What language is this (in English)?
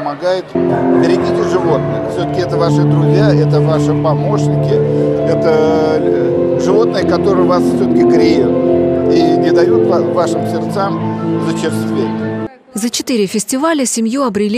Russian